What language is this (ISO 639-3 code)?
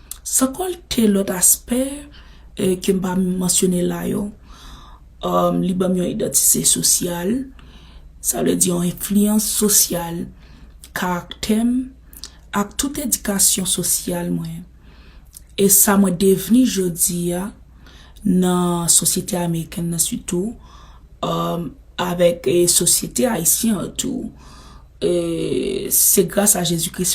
hat